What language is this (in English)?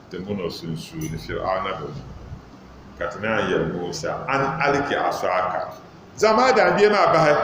Dagbani